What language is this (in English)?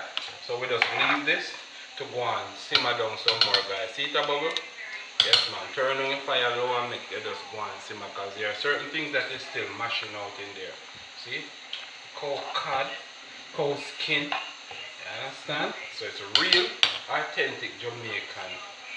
Jamaican Creole English